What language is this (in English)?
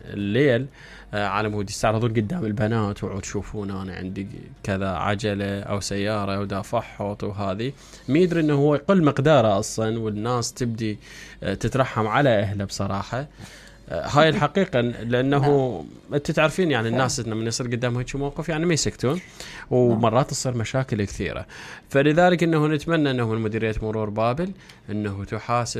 Mesopotamian Arabic